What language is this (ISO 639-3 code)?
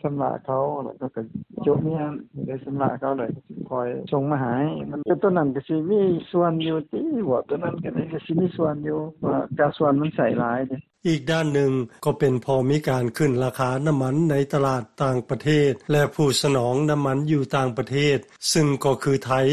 lao